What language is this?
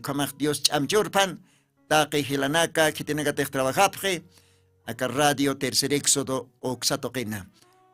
Aymara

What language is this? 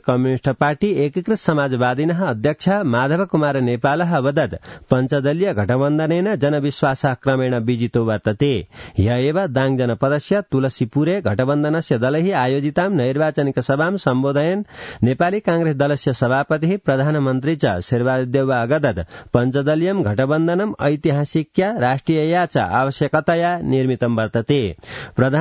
Sanskrit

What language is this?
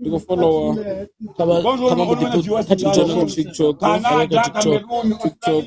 Venda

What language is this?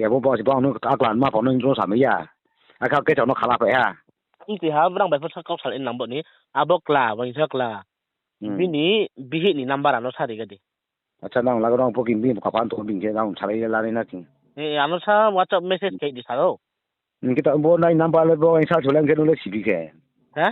Riang (India)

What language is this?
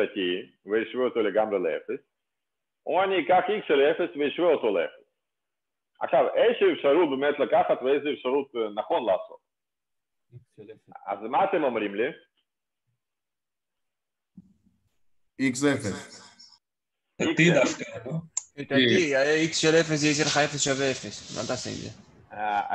Hebrew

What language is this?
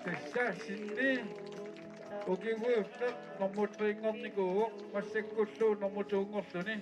Kalaallisut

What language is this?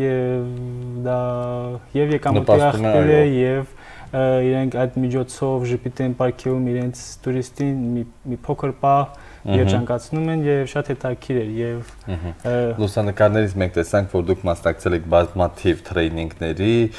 Armenian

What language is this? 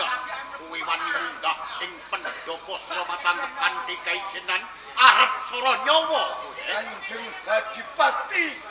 Javanese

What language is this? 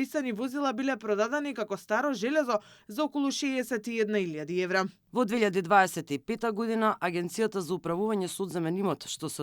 Macedonian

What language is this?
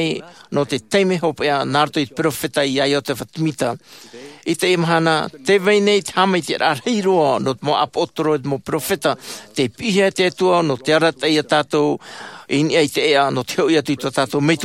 Tahitian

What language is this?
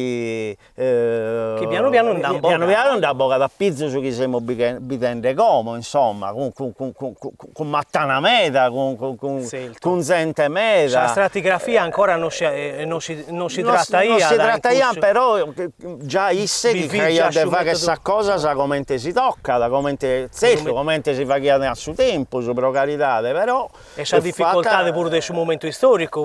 Sardinian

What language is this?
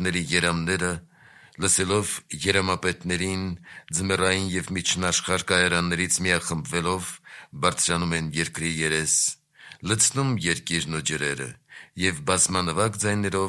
Armenian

